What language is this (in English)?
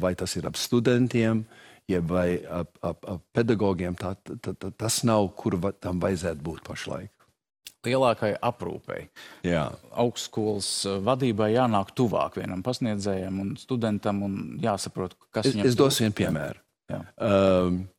Latvian